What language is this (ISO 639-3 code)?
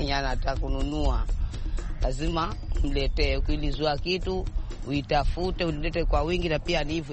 swa